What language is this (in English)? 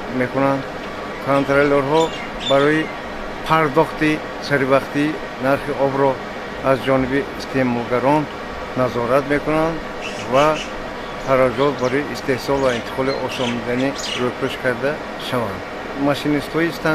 Tajik